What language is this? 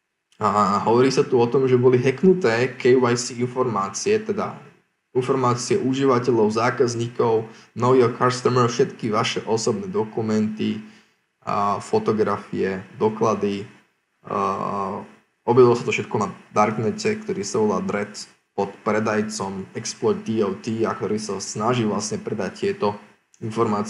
Slovak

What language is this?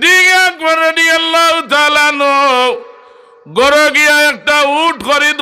Sylheti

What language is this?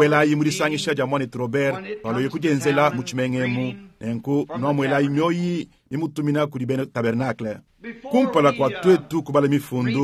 Luba-Lulua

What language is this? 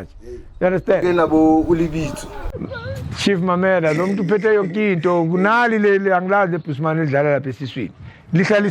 Zulu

